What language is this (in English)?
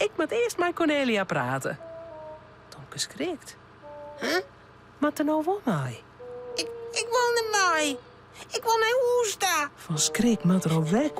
Western Frisian